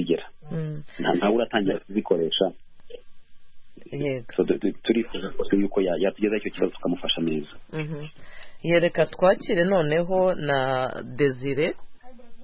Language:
Kinyarwanda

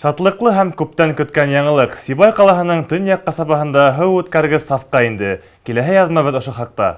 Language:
Bashkir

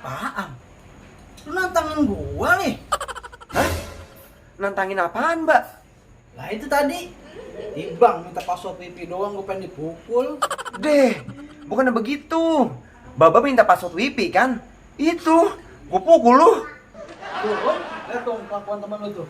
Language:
Betawi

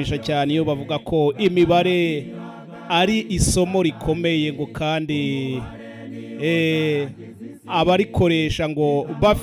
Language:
Kinyarwanda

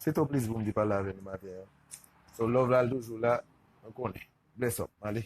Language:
Haitian Creole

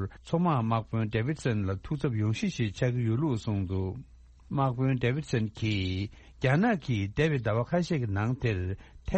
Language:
Tibetan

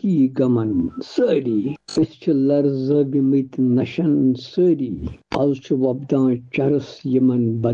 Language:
Kashmiri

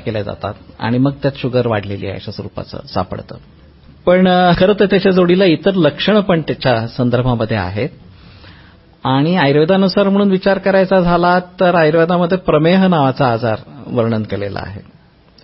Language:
Marathi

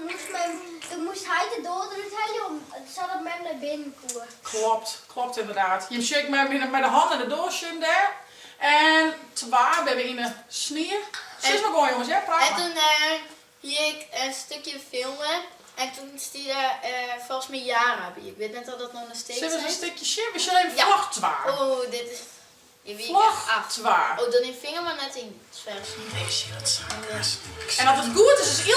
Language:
Western Frisian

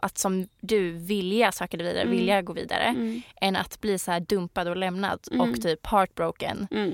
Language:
Swedish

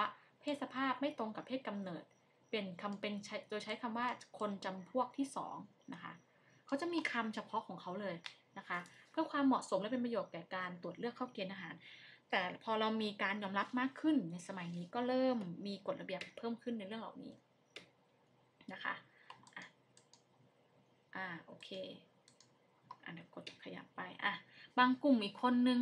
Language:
Thai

